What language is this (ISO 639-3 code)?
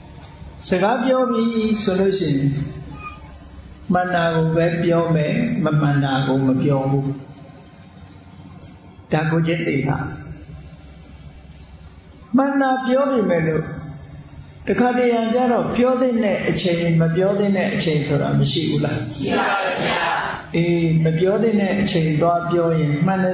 mya